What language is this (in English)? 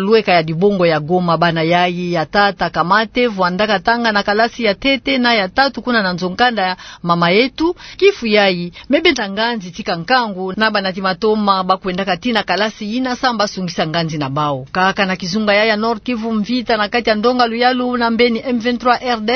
Kituba (Democratic Republic of Congo)